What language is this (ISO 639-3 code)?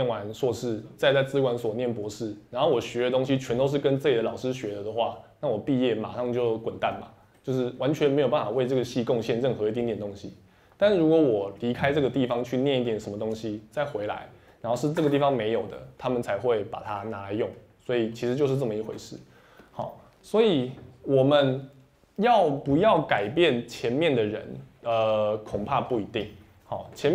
zho